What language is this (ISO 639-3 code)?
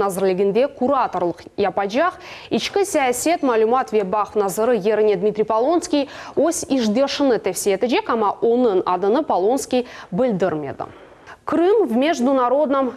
crh